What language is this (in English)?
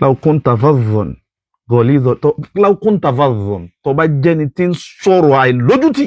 Yoruba